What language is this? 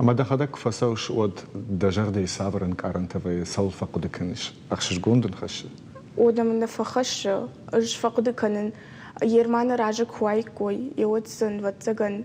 Ossetic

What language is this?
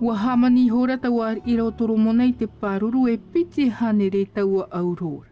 Tahitian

